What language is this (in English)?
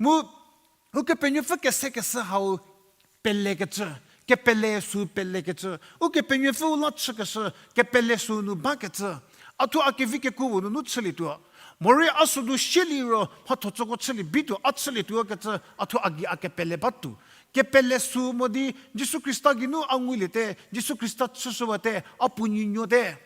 Angami Naga